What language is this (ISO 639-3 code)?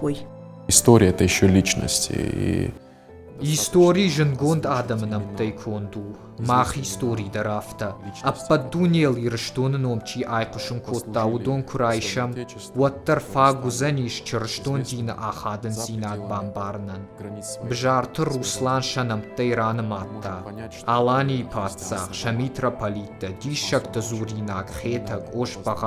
oss